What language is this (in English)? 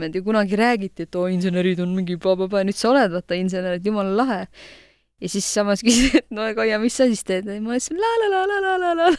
Estonian